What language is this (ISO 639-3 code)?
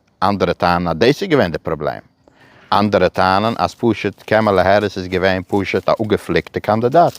yid